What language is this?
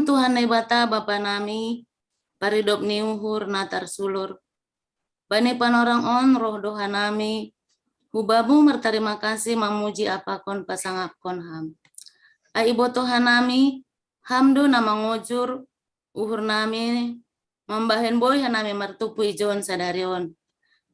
Batak Simalungun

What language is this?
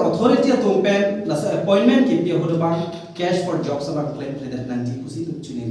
Karbi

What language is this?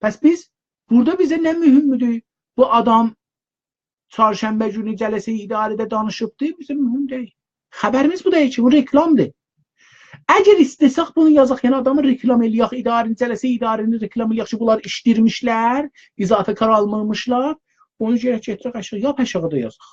South Azerbaijani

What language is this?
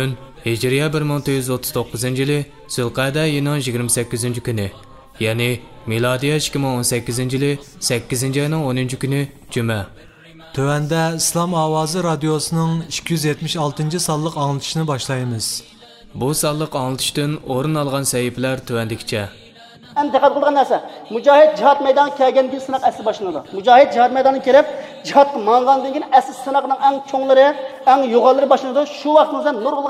Uyghur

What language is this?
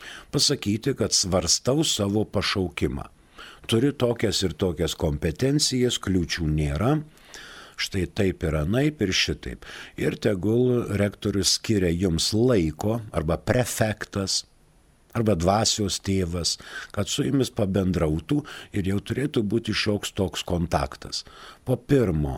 Lithuanian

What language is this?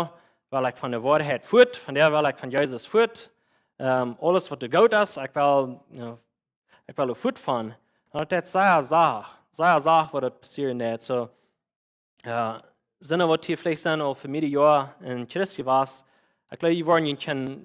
Plautdietsch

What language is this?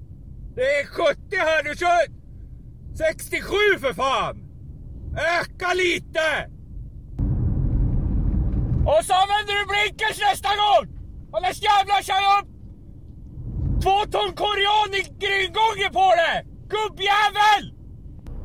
Swedish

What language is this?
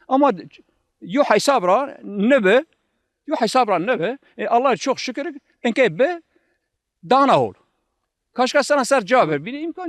Zaza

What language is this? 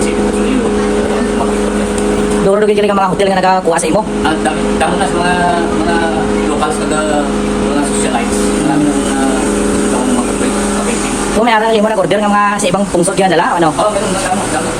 Hiligaynon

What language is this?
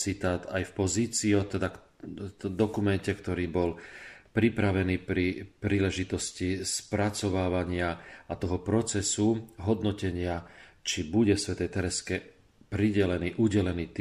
Slovak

